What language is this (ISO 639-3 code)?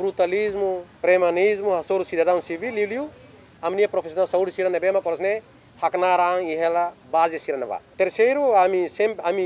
tet